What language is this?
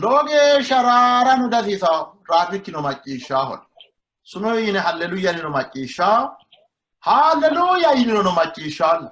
Sidamo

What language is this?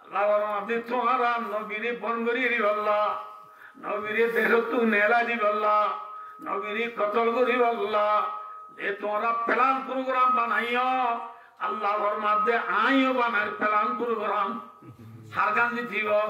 Rohingya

